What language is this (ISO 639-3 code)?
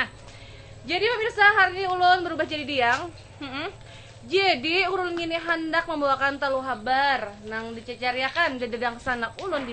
bjn